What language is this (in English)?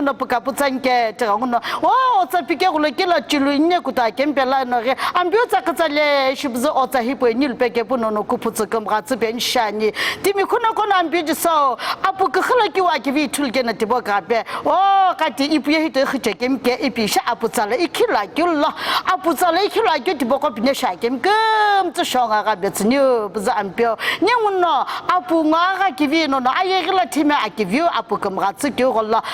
Sumi Naga